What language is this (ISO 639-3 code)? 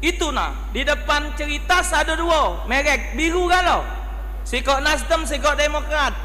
mui